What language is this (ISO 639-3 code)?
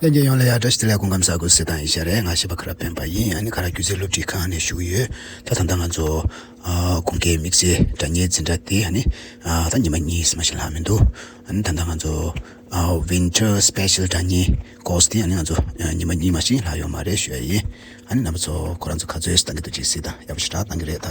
bod